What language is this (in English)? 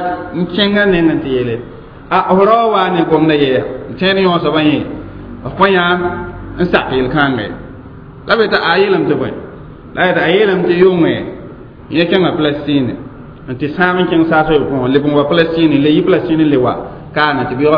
Mossi